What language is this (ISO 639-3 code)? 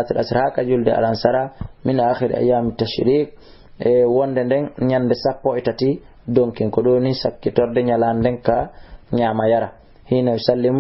ful